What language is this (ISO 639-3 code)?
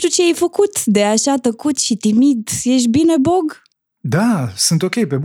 ron